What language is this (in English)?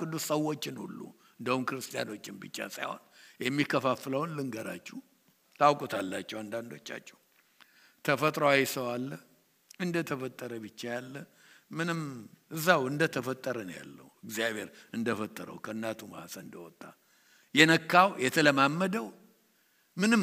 Amharic